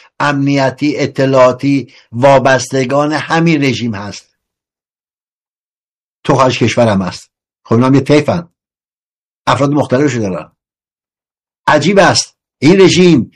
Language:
Persian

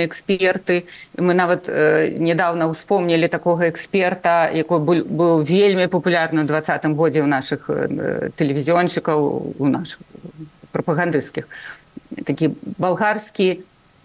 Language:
Belarusian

